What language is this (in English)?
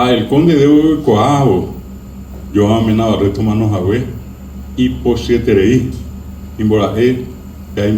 Guarani